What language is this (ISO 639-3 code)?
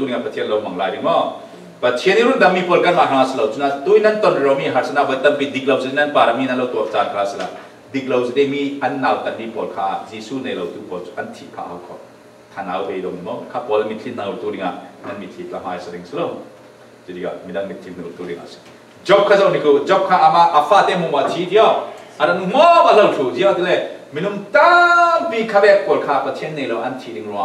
cfm